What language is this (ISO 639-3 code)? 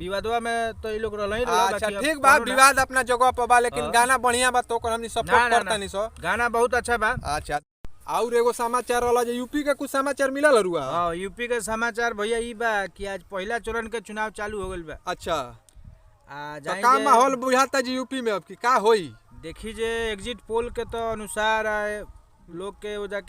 bho